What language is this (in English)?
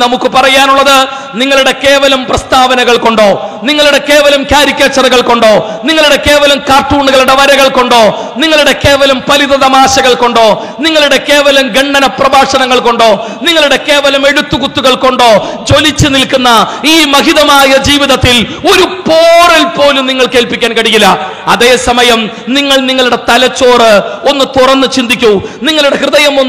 Malayalam